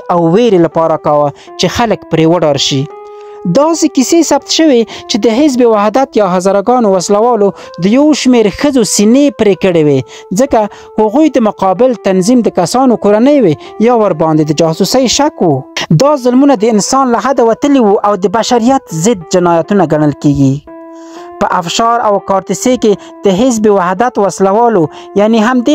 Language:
Pashto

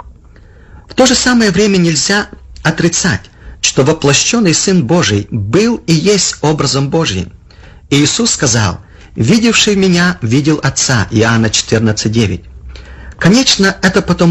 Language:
Russian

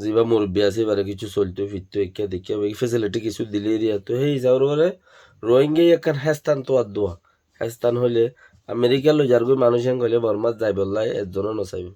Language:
Rohingya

